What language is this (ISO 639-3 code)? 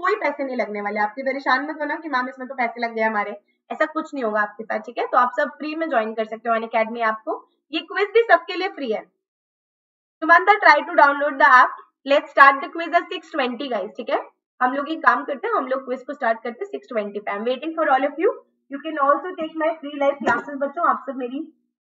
hin